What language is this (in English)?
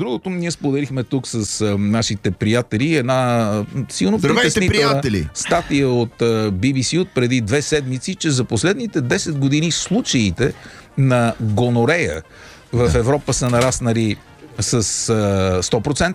Bulgarian